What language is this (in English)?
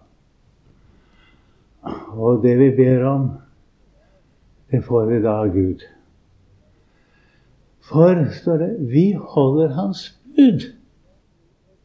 Norwegian